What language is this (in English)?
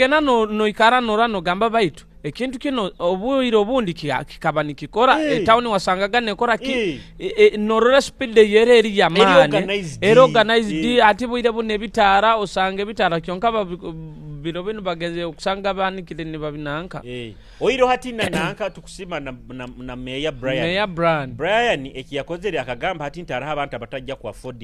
Nyoro